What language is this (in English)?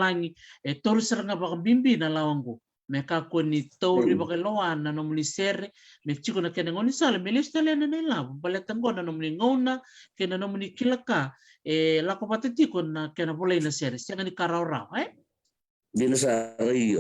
Fijian